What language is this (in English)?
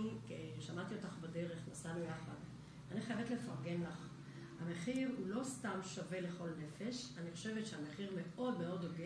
Hebrew